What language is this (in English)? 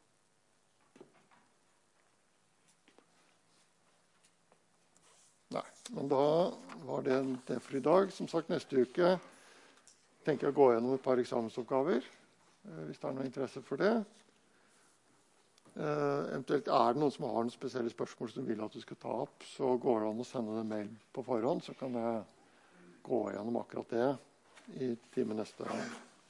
Norwegian